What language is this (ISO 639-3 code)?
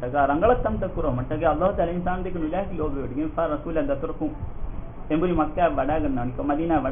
div